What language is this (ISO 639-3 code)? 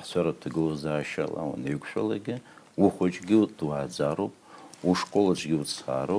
abk